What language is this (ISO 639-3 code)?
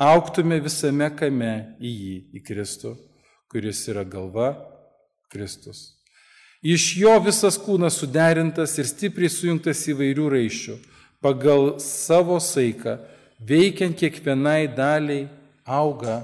lit